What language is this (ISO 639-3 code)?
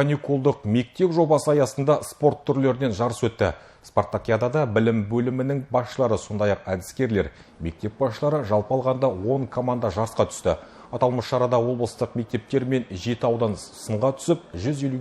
kaz